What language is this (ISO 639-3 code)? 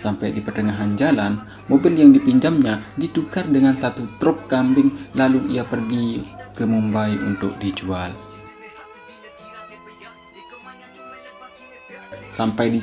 ind